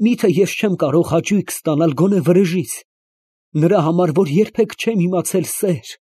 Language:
Armenian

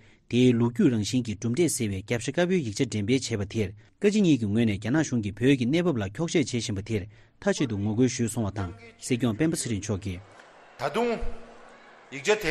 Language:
Tibetan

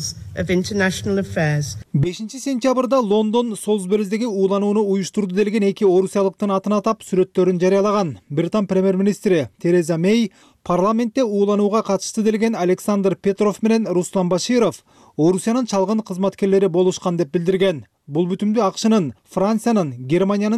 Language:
Kyrgyz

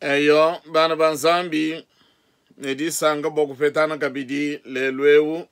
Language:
Luba-Lulua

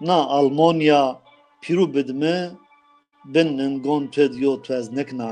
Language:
Zaza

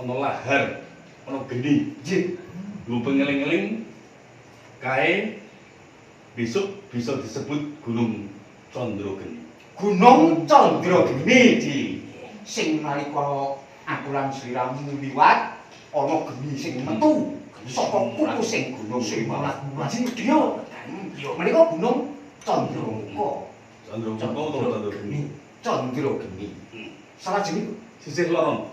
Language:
Javanese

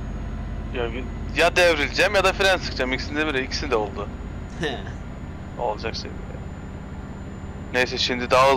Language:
Turkish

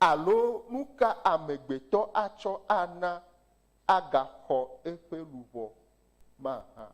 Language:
Ewe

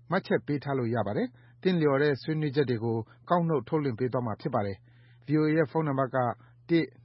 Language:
Burmese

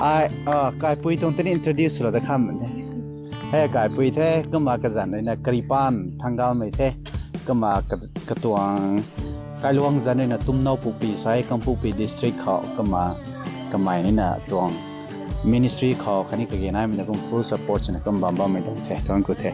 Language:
Rongmei Naga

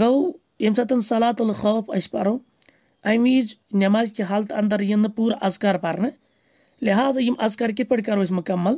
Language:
Kashmiri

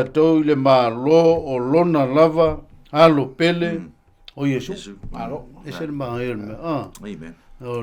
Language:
Samoan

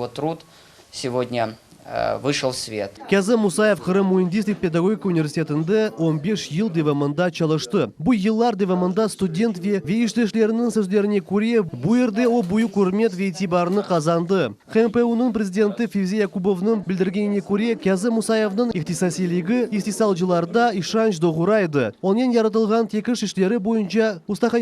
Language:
Crimean Tatar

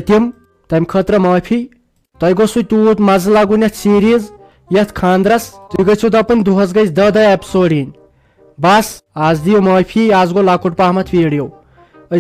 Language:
Kashmiri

